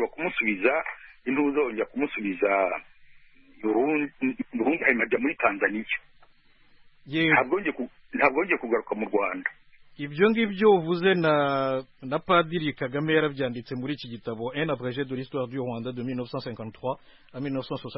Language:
Kinyarwanda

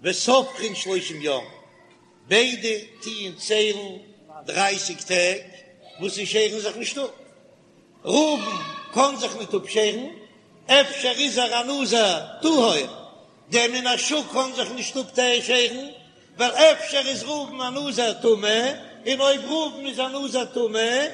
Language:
Yiddish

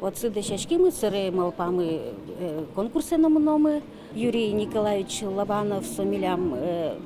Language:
Udmurt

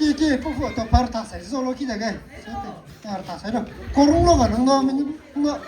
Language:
Maram Naga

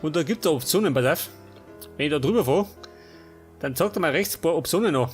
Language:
Bavarian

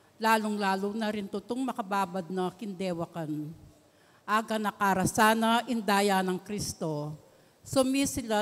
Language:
Pampanga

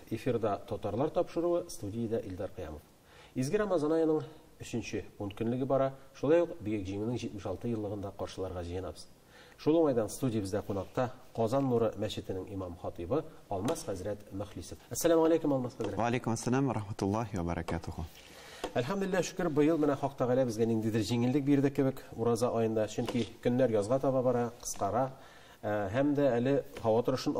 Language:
Tatar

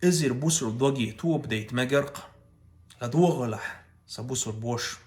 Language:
Chechen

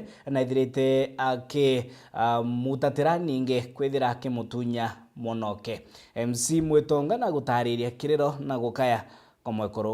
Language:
Meru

